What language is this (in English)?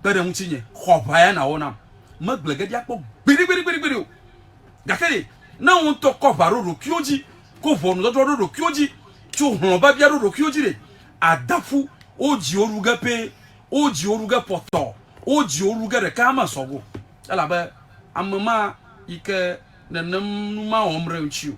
Ewe